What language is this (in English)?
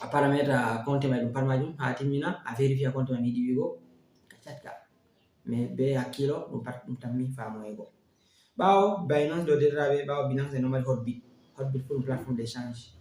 Fula